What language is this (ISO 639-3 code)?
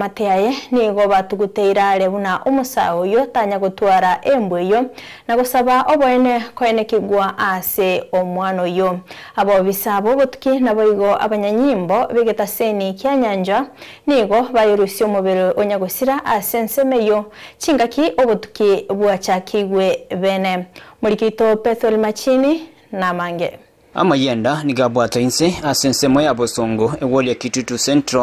guz